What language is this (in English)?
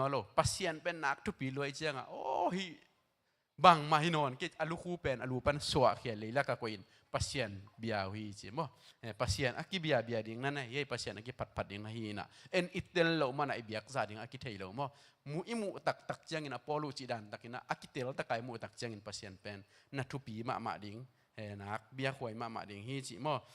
Tedim Chin